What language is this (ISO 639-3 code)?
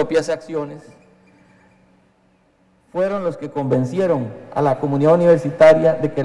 spa